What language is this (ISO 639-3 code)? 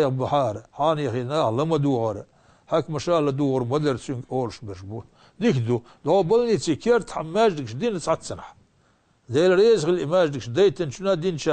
che